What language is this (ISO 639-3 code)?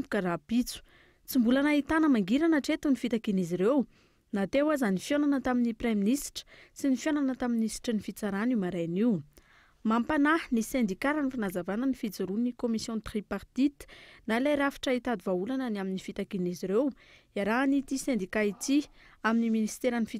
mlg